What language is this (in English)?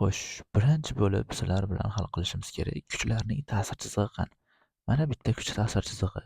Uzbek